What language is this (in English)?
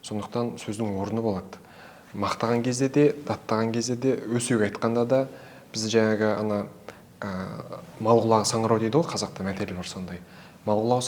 Kazakh